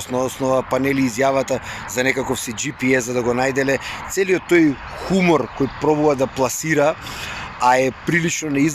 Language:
Macedonian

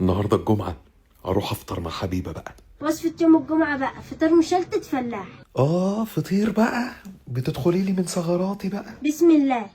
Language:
Egyptian Arabic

